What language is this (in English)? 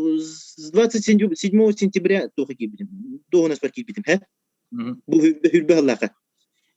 Yakut